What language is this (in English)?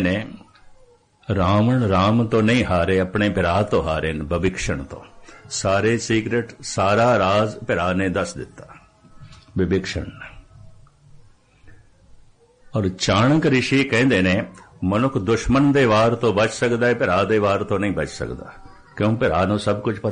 Punjabi